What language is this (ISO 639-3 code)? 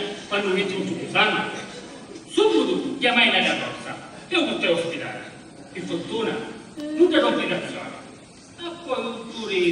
scn